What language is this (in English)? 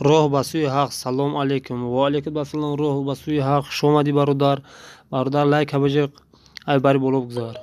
Tajik